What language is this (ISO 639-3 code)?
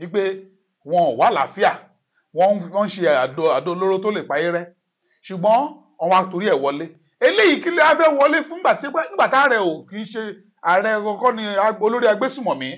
yor